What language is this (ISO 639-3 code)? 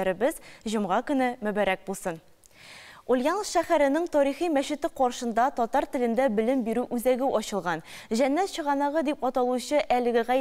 tat